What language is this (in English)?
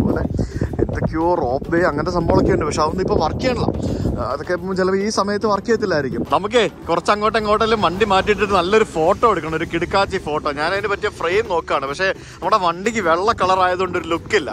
Malayalam